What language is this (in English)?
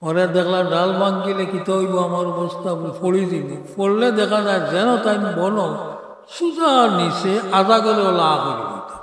Sylheti